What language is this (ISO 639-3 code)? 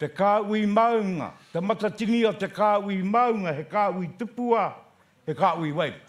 mri